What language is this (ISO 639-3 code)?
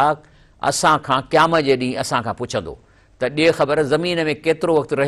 snd